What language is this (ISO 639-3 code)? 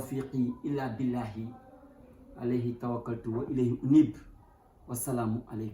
wol